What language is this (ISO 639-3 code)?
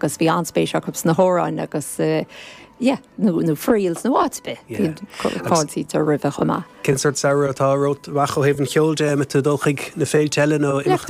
gle